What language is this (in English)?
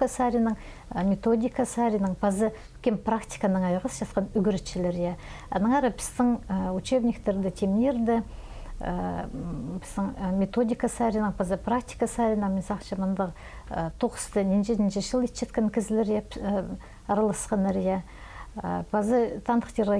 Khakas